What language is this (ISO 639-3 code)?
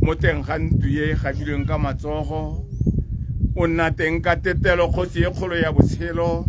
tsn